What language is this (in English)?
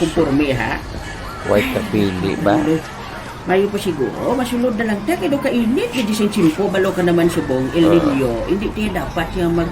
Hiligaynon